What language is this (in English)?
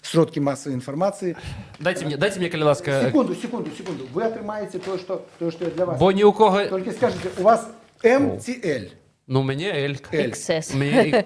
Belarusian